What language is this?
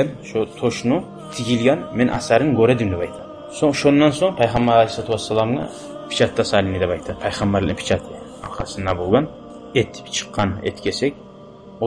Kumyk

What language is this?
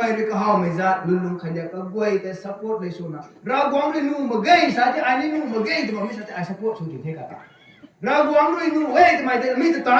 Rongmei Naga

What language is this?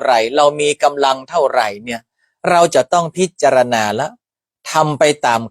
Northern Thai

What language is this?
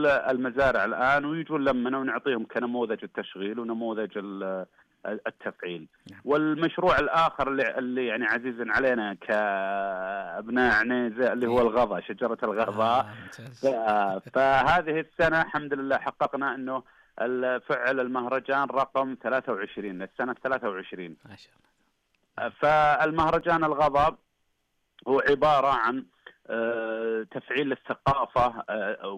Najdi Arabic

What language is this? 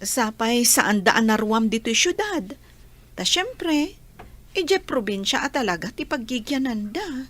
Iloko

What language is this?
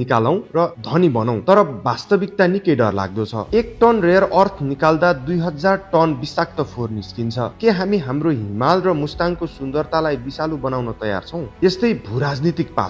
Nepali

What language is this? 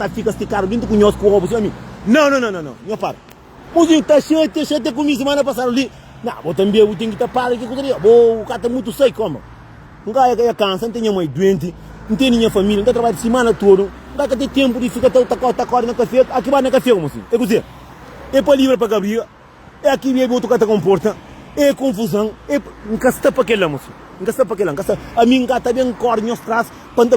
Kabuverdianu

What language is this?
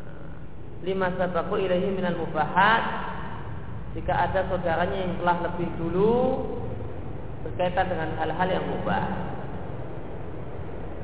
Indonesian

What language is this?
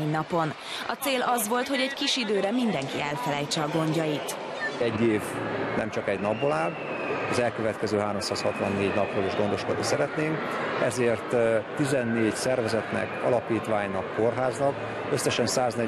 Hungarian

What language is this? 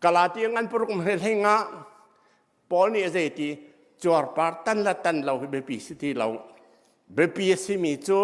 Hakha Chin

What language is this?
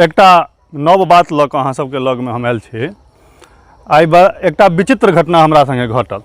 Maithili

